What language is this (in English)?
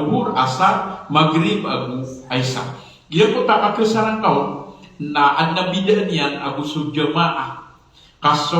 Maranao